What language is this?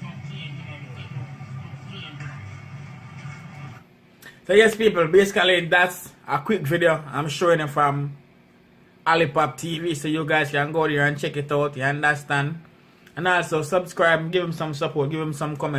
Jamaican Creole English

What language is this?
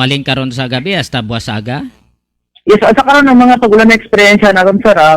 Hiligaynon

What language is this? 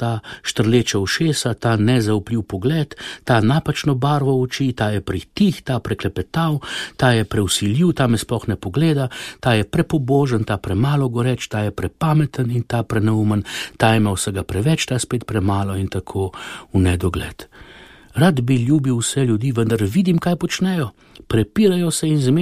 Slovenian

